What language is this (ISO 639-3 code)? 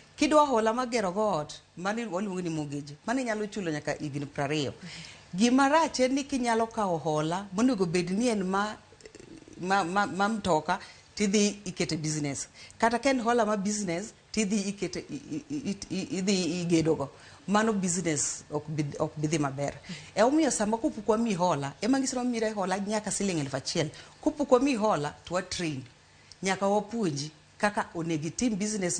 luo